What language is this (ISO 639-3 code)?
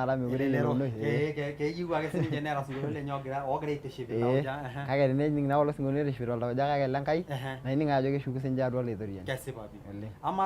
mas